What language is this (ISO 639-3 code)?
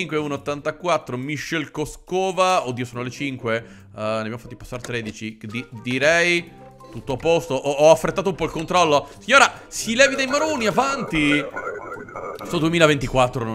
ita